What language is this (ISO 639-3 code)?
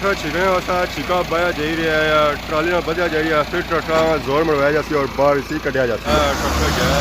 phr